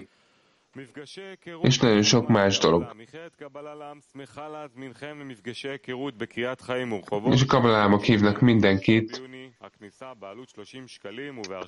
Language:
Hungarian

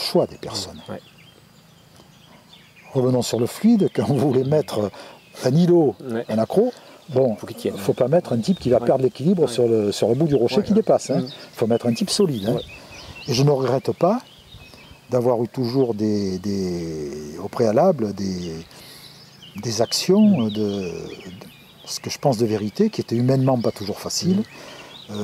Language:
French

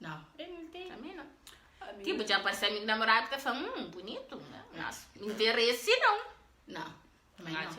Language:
Kabuverdianu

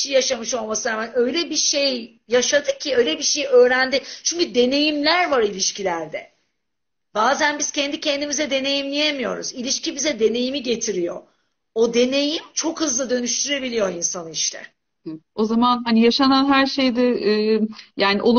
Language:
Turkish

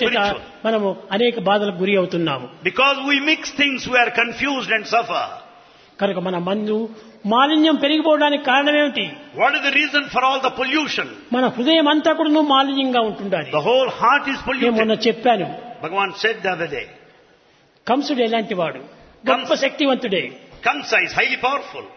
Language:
Telugu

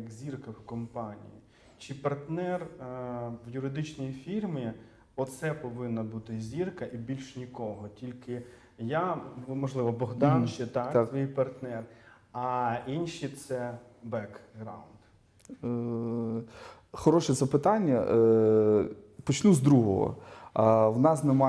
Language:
Ukrainian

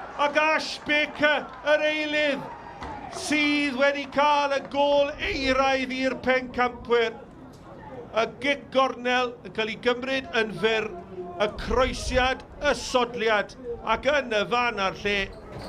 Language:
Welsh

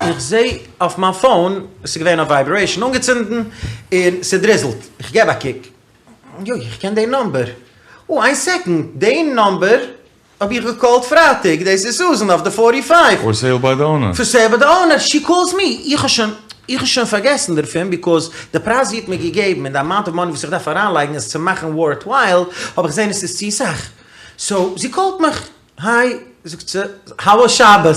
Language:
Yiddish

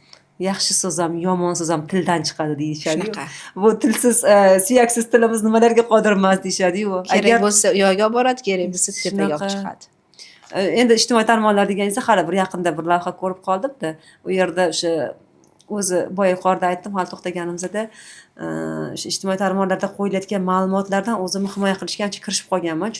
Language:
Uzbek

